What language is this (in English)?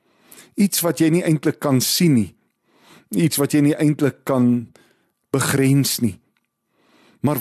Afrikaans